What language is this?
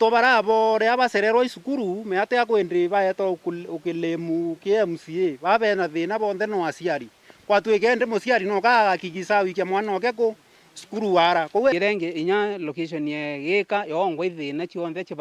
Meru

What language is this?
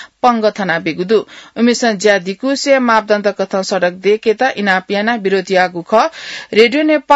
Newari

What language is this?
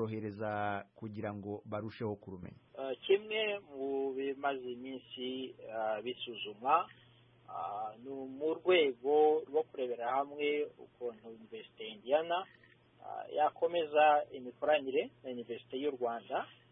Kinyarwanda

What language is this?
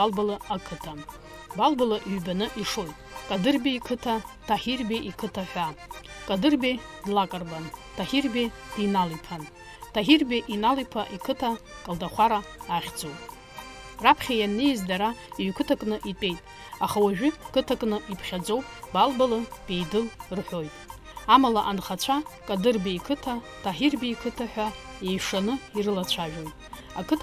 Abkhazian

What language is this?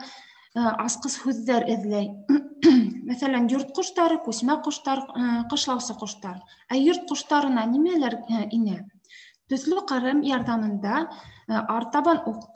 Bashkir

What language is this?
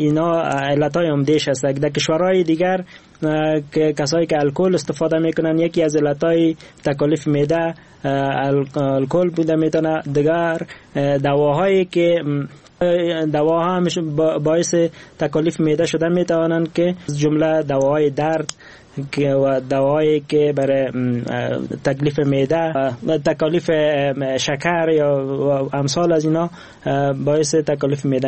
Persian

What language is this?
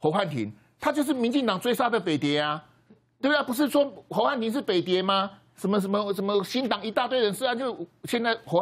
Chinese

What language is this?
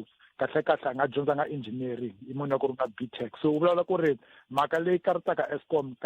Tsonga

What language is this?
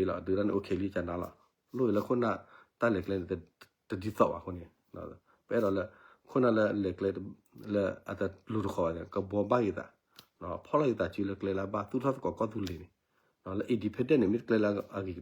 S'gaw Karen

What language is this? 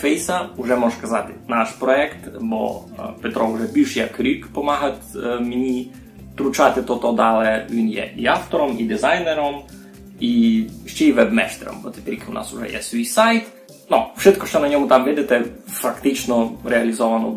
Rusyn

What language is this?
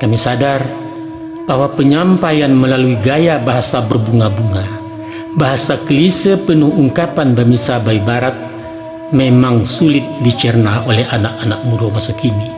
Minangkabau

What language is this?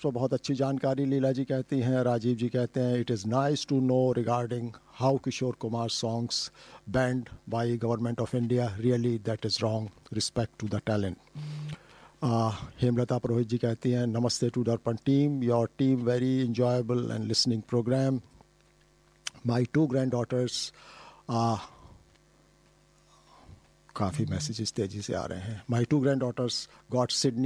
Hindi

